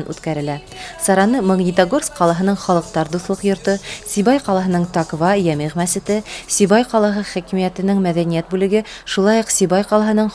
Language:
Bashkir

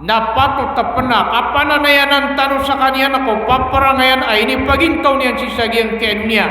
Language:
Maranao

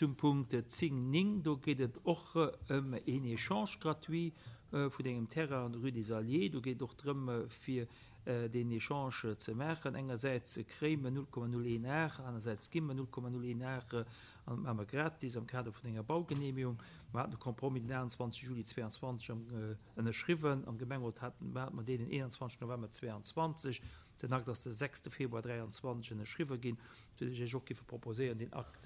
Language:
Luxembourgish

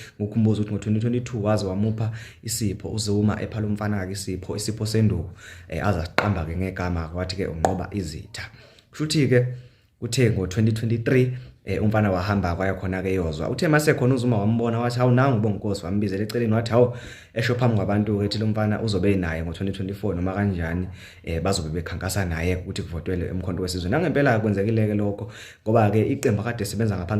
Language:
Zulu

